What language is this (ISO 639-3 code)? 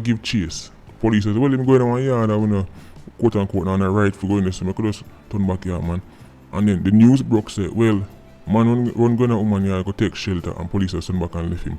jam